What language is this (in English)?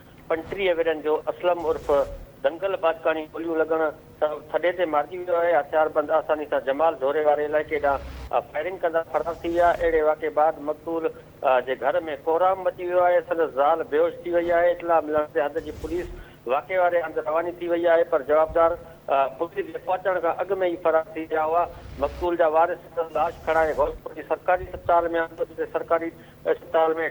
Sindhi